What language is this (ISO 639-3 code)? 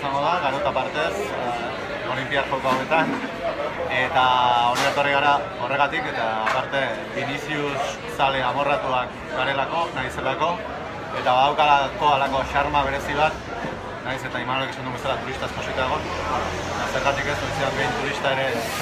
eus